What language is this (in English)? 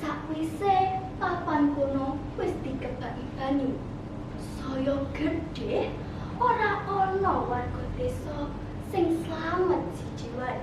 Javanese